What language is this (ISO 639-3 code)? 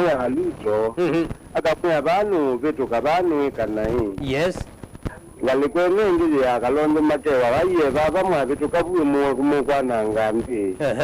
kam